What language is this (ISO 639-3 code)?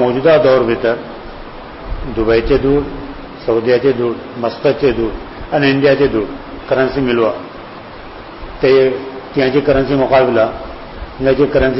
urd